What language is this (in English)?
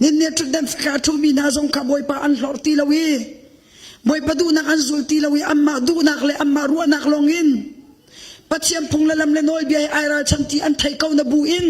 Hakha Chin